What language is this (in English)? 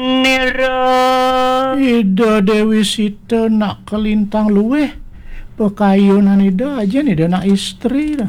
Balinese